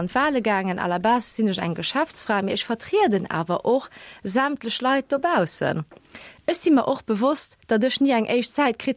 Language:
Luxembourgish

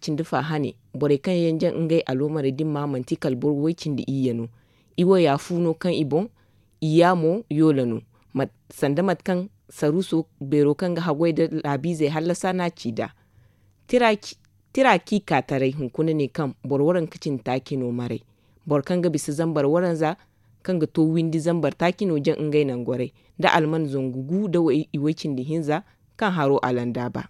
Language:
Zarma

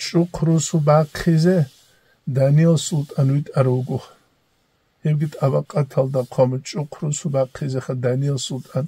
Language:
Avaric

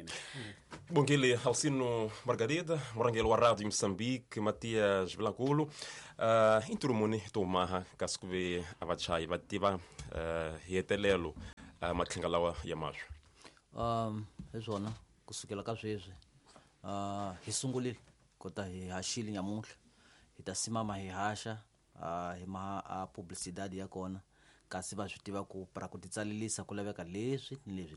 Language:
Tsonga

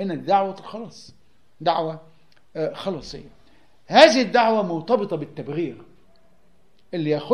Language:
Egyptian Arabic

